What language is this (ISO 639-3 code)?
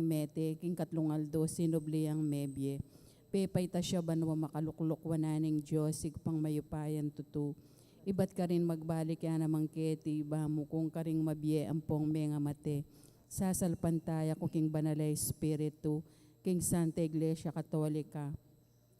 pam